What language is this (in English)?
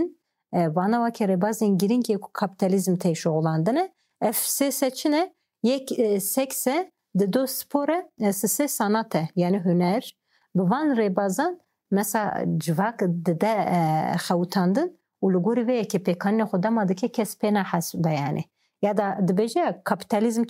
Kurdish